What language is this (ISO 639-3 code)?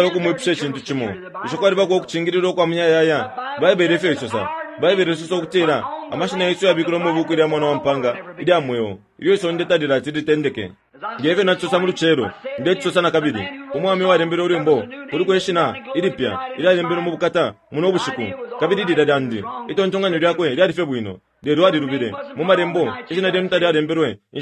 bem